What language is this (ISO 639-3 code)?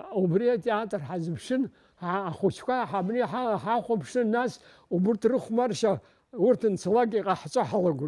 abk